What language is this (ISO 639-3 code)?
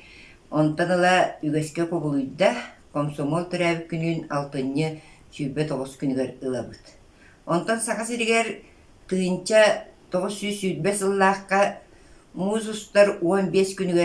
sah